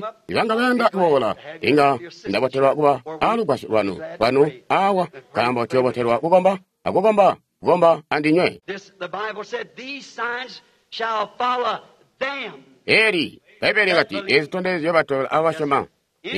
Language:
Tonga (Zambia)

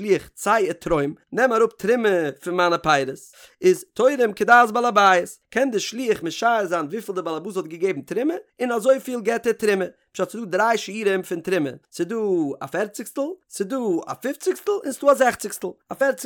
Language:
Yiddish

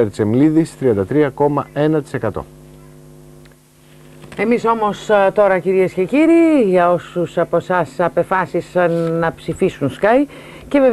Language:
Greek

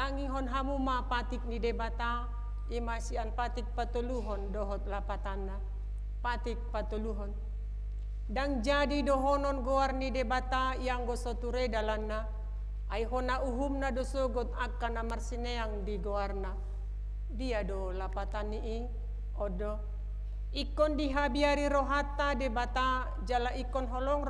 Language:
Batak Toba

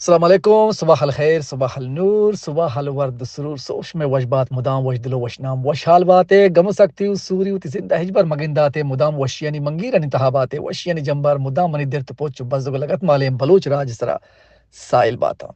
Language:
Baluchi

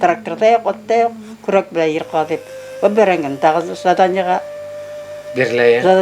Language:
Bashkir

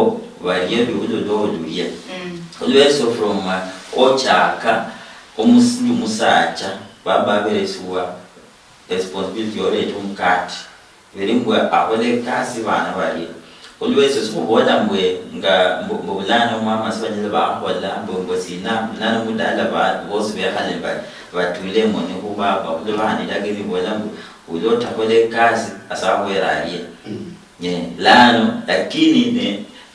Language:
Luyia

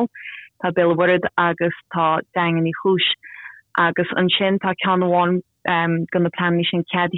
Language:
Irish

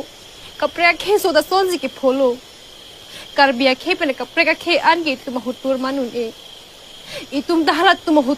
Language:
Karbi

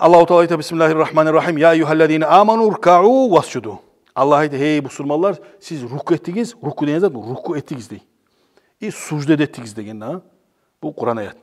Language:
Kumyk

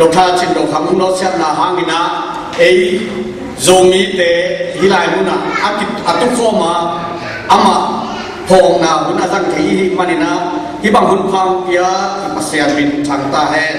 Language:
Tedim Chin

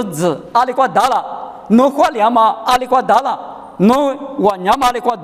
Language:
Lisu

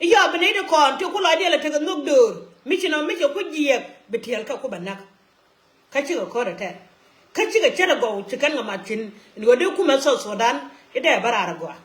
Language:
Nuer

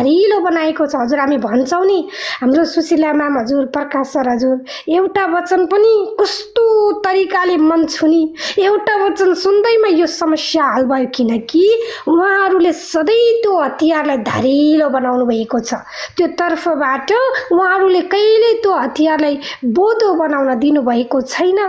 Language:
Nepali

